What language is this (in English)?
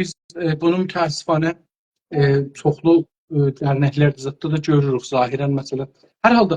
South Azerbaijani